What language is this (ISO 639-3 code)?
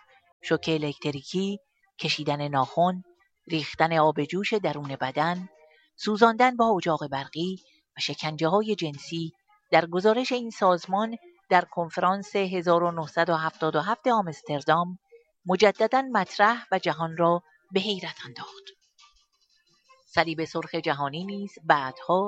fas